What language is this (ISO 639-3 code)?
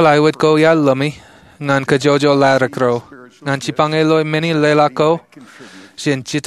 mah